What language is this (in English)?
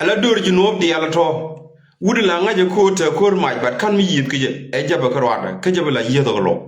Nuer